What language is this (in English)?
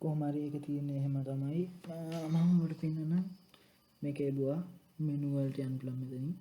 Sinhala